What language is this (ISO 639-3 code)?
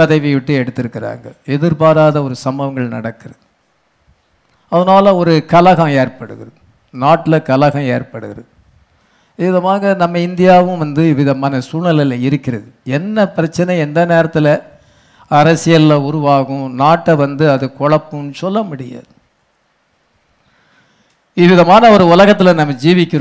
tam